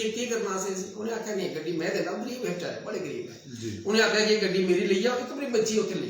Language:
Dogri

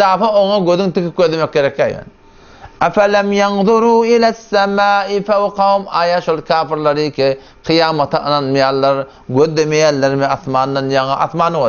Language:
Turkmen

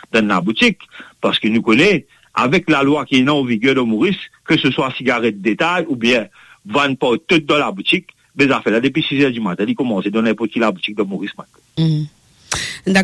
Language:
Morisyen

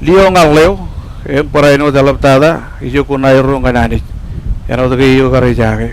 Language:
Marshallese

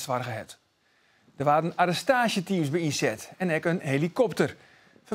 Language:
Western Frisian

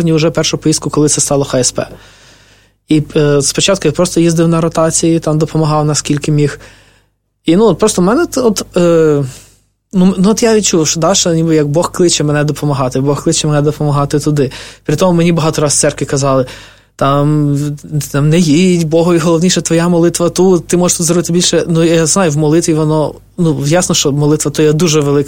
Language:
Ukrainian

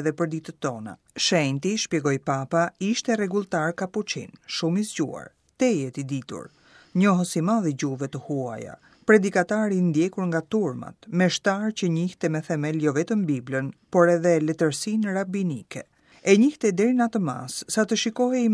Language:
Albanian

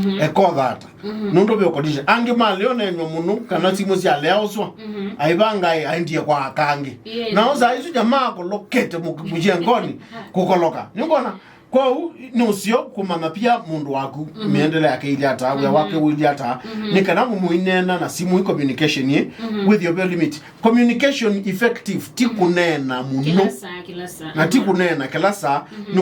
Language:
Kamba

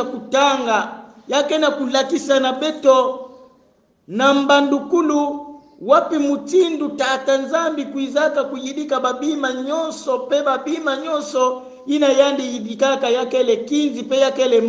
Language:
Kongo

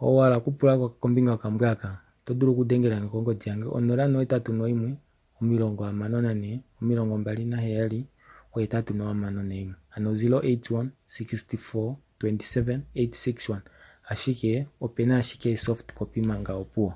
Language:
Kuanyama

